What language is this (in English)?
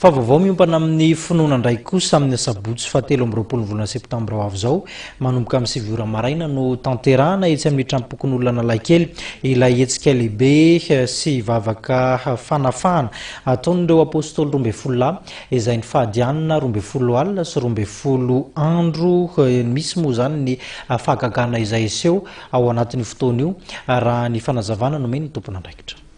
Malagasy